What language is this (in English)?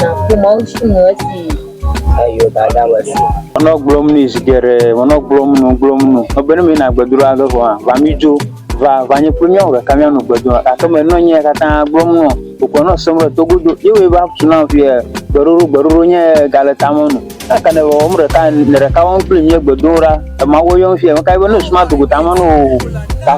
Ewe